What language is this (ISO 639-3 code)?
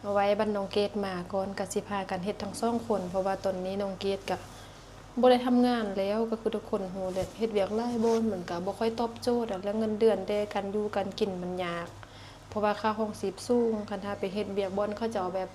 lao